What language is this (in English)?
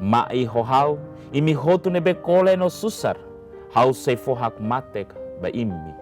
Tetum